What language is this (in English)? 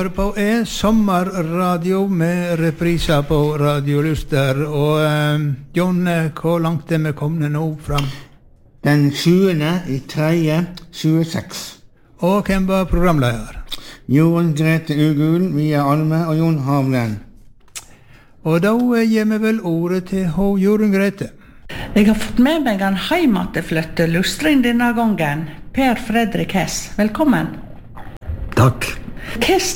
Norwegian